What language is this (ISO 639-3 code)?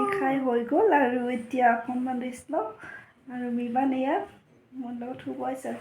asm